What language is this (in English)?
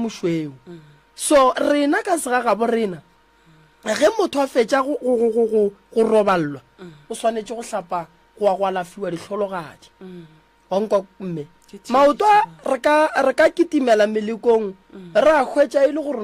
Northern Sotho